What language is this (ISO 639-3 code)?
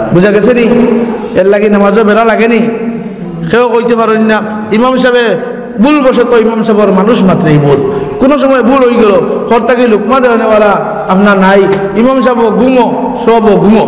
syl